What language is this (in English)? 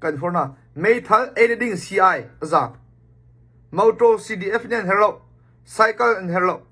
Hakha Chin